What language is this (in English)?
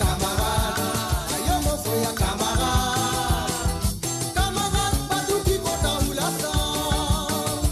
Morisyen